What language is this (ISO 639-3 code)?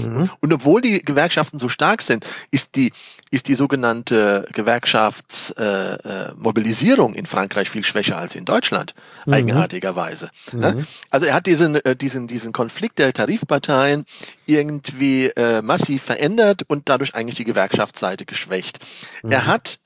deu